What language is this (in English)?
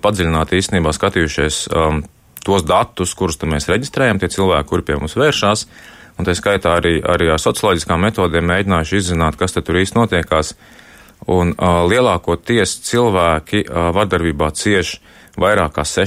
Latvian